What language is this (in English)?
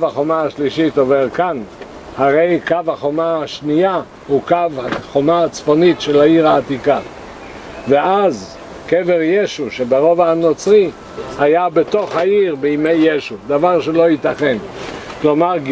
Hebrew